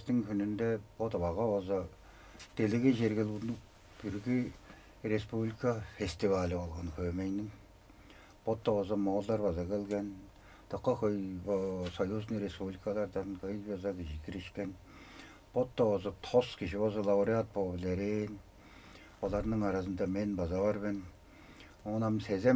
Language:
Tuvinian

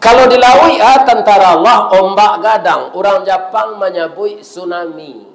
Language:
Minangkabau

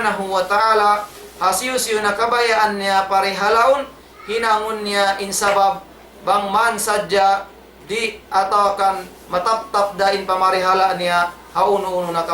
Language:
Tausug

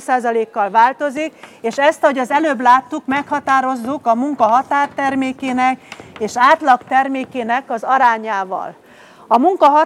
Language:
Hungarian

